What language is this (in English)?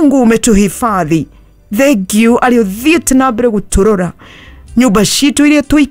Kikuyu